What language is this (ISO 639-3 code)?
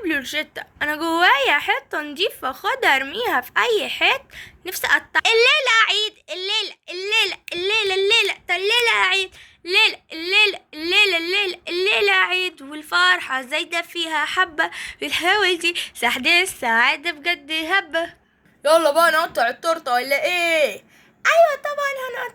arz